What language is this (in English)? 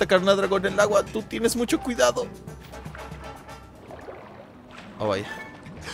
Spanish